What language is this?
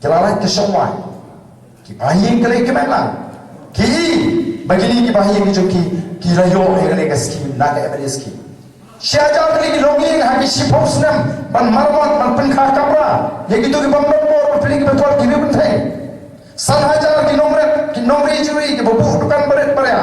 Khasi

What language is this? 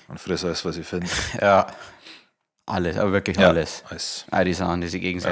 Bavarian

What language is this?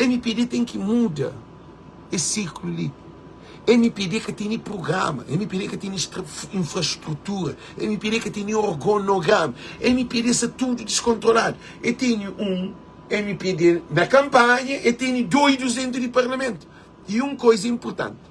Kabuverdianu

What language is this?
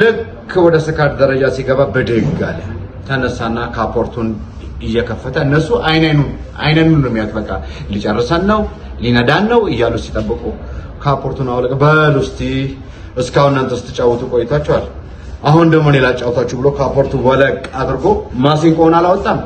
Amharic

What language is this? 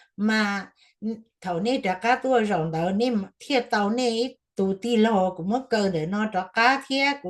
Hmong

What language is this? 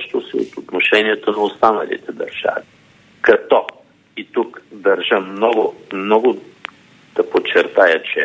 Bulgarian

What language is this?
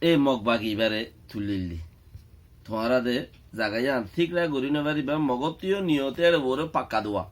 Rohingya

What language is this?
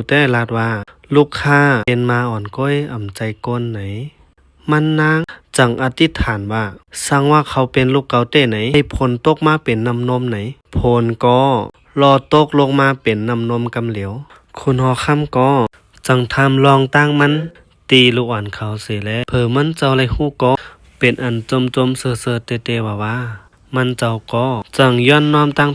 Shan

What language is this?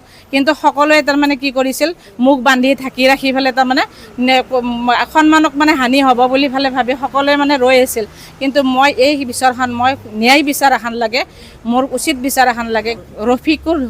Assamese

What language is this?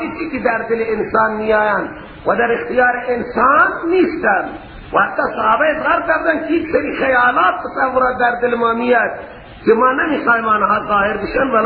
Persian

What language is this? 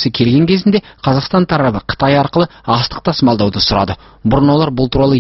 Kazakh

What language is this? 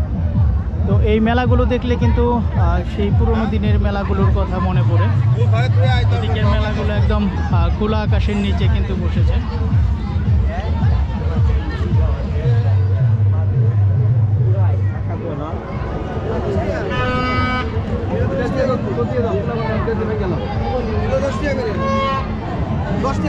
Bangla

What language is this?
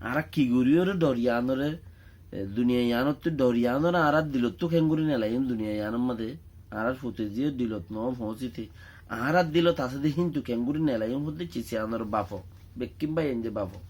Rohingya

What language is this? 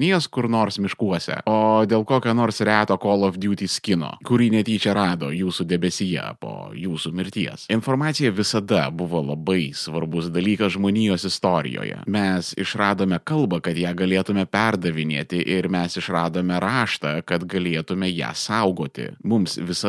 Lithuanian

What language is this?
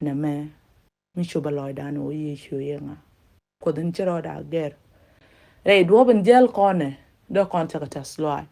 Nuer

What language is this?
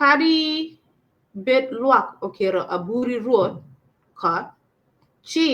Acoli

